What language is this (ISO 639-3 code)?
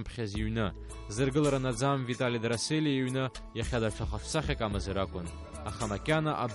abk